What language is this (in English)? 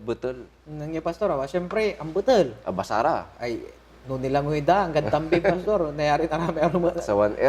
Pangasinan